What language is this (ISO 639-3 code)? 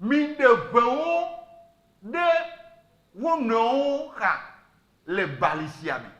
ewe